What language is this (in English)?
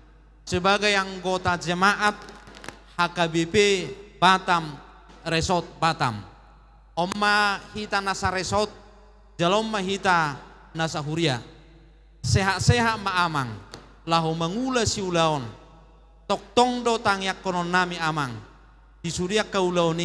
Batak Toba